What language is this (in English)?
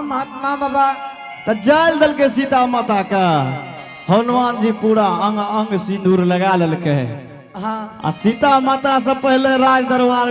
Angika